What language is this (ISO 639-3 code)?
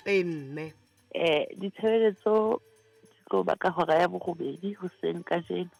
sot